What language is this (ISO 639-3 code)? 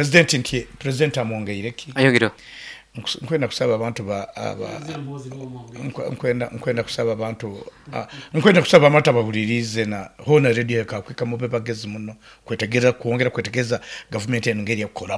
nyo